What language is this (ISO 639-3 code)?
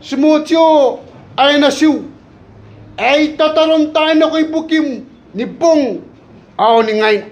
gil